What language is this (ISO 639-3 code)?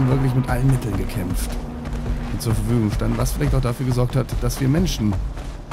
deu